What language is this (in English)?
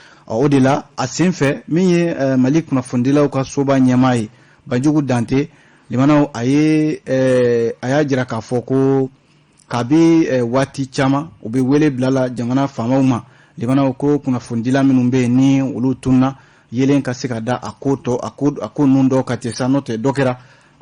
Bambara